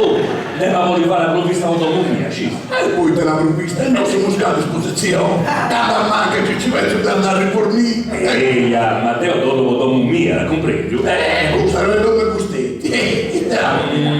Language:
Sardinian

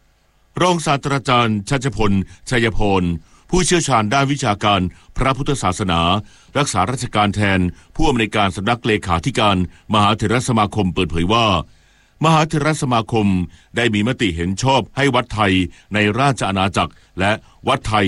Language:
Thai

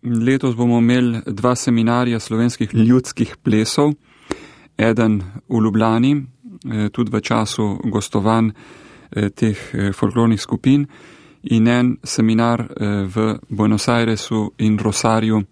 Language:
Slovenian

